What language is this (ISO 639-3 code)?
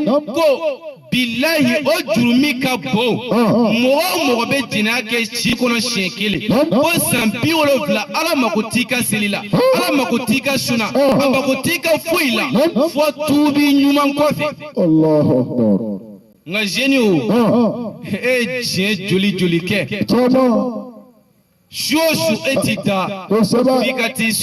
bam